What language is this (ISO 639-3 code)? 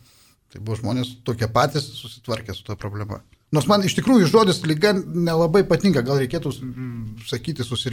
lit